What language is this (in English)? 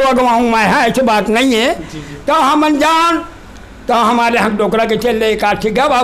Chhattisgarhi